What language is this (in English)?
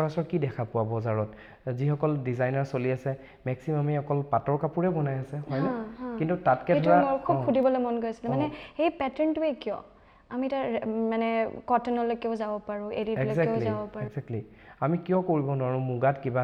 Assamese